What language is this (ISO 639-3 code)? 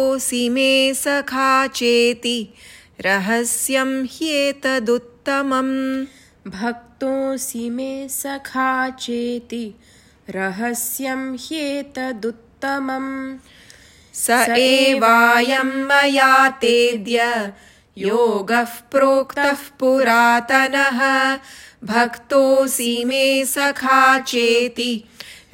san